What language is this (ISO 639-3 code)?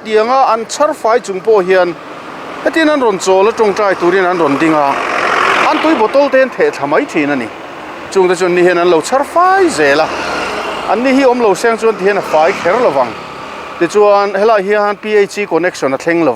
lus